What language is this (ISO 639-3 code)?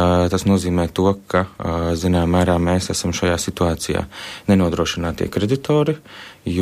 lav